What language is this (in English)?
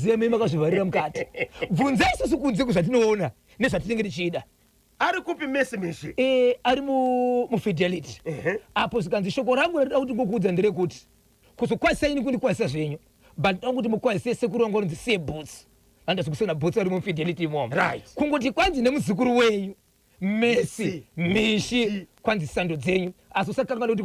Shona